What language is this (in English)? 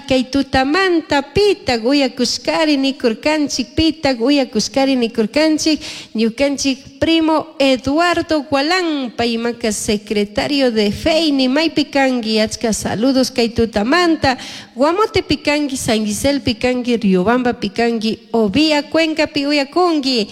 Chimborazo Highland Quichua